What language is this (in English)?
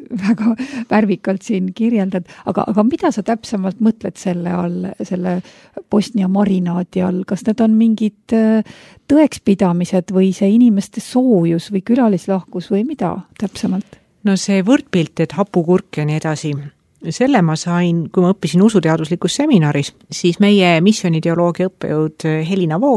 Estonian